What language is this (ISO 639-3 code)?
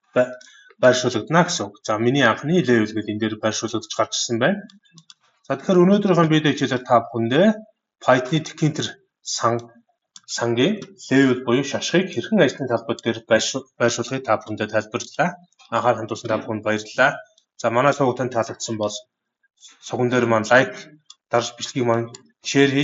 mon